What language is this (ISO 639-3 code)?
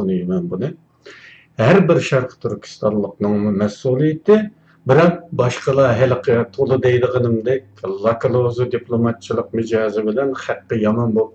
uig